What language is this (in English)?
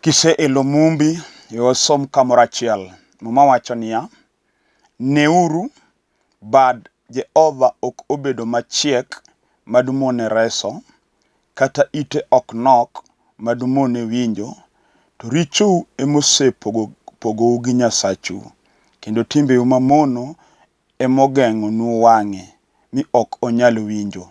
Luo (Kenya and Tanzania)